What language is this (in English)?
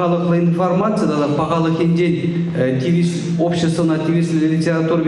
Chuvash